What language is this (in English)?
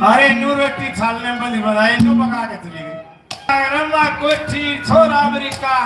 Haryanvi